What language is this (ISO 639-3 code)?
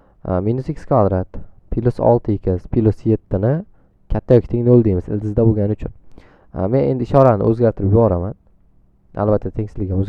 uzb